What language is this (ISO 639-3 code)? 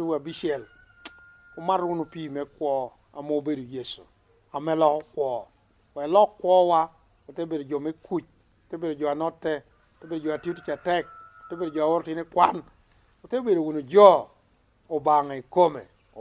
laj